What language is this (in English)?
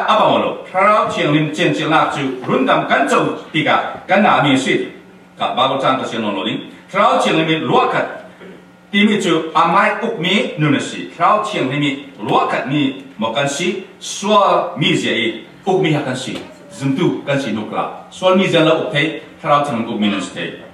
Falam Chin